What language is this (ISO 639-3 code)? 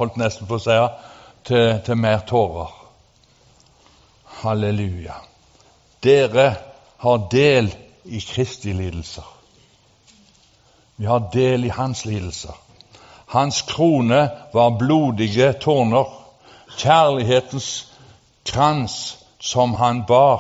nor